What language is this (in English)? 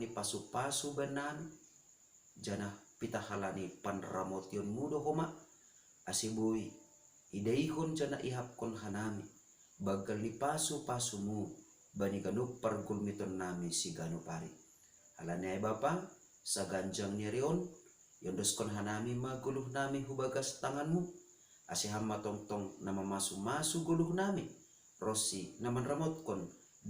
Batak Simalungun